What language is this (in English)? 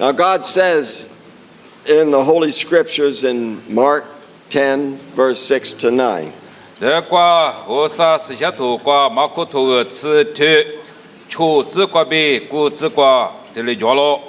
Lisu